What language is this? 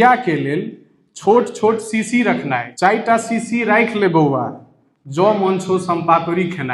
Maithili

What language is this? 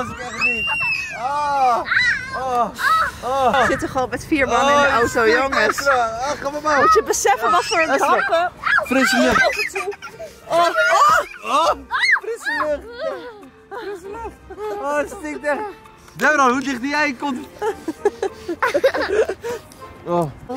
Dutch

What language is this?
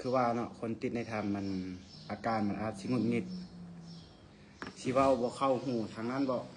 Lao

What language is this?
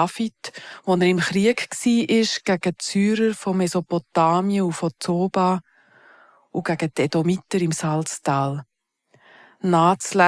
Swiss German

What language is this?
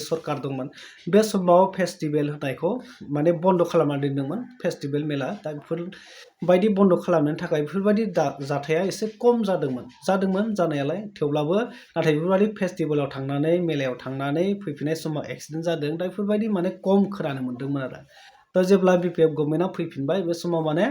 Bodo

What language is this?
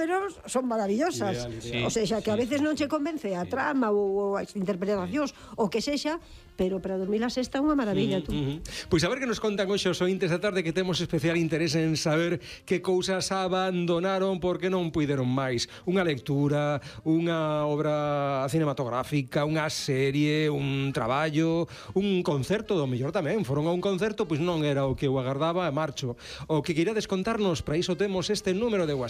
Galician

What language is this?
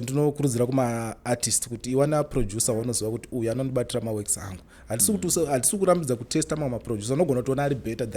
Shona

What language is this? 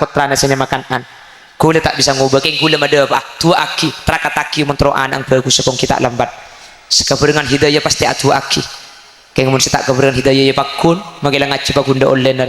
Madurese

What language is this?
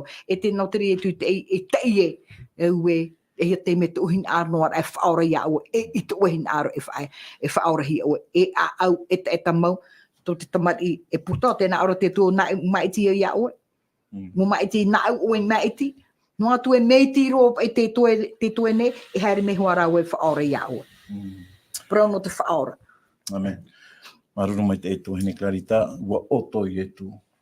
Tahitian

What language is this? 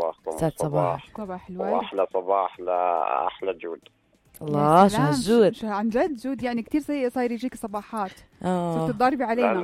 North Levantine Arabic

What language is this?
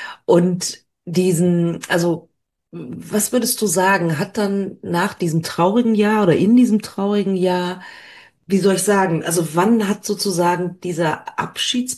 German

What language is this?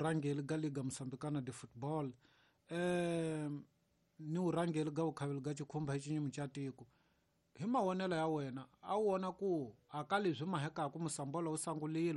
Tsonga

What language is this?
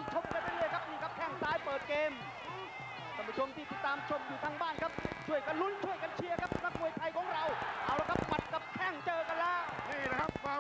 Thai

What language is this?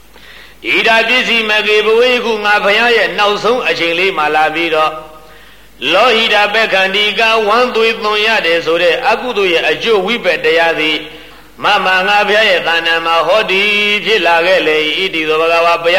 Burmese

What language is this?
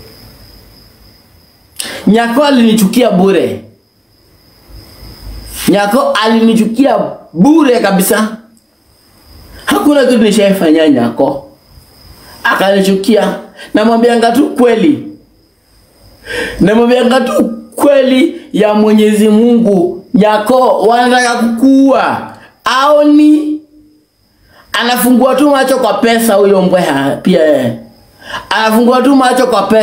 Swahili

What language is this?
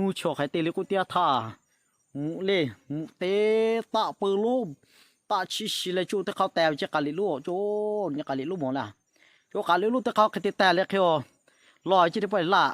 Lahu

